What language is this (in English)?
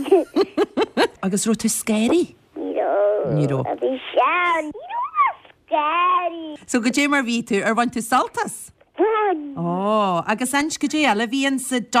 Irish